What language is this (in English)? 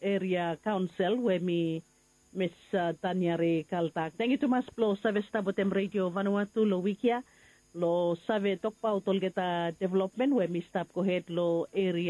Bislama